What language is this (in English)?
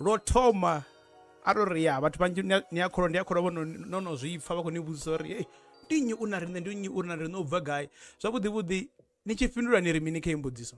Venda